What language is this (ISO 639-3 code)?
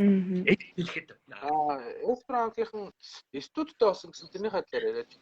mon